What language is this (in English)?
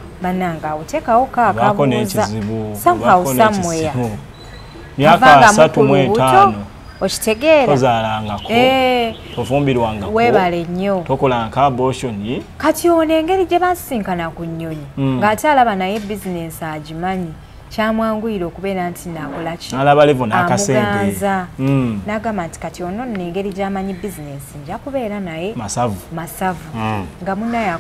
Ganda